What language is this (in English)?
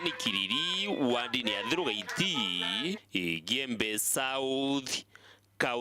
Meru